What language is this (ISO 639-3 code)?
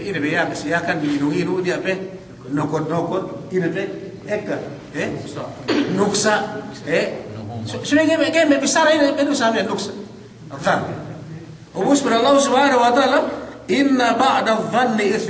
yka